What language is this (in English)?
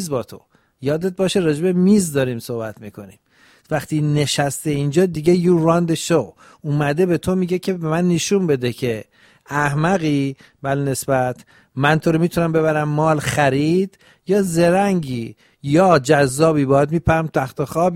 Persian